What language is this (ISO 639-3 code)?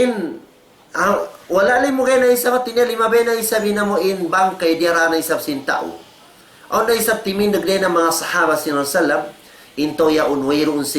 tsg